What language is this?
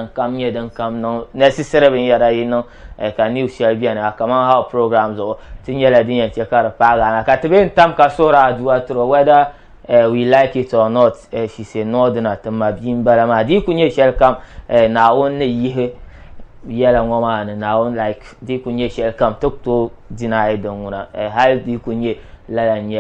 Dagbani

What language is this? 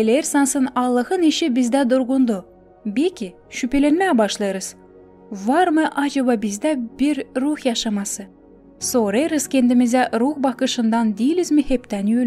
Gagauz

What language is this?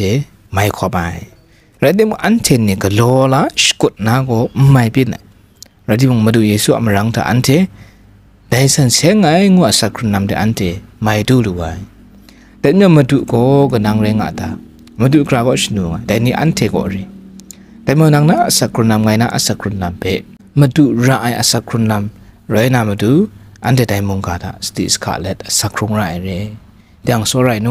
Kachin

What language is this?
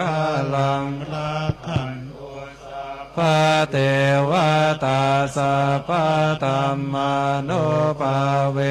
Pali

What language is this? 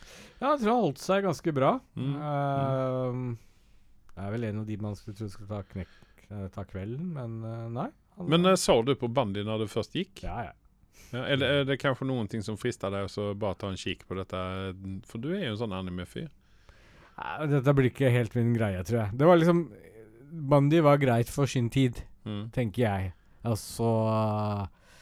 Norwegian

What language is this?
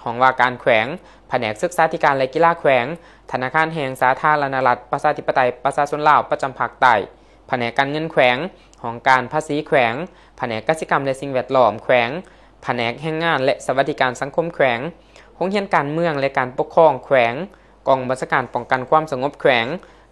Lao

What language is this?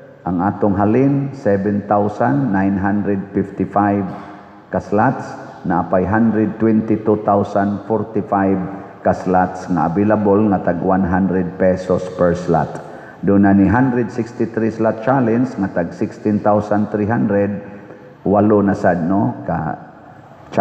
Cebuano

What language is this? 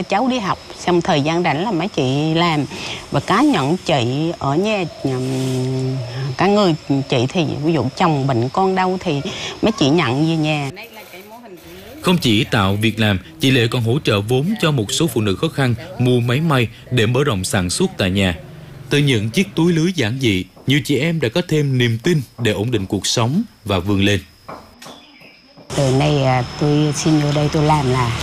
Vietnamese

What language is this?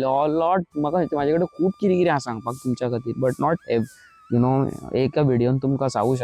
Konkani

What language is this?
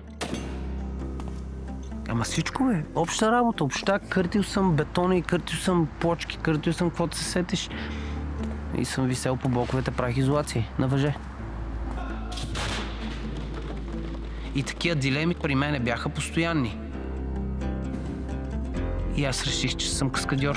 Bulgarian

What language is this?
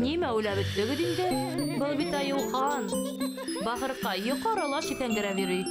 Bashkir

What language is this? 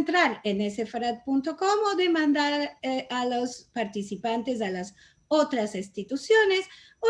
Ladino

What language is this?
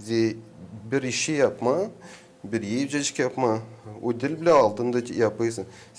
Gagauz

